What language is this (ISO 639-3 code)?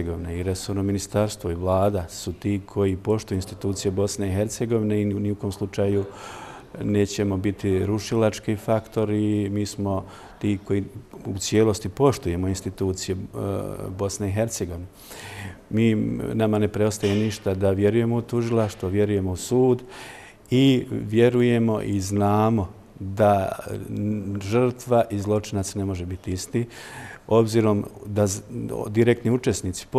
bos